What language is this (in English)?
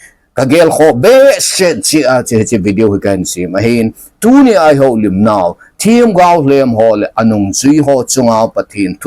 Thado Chin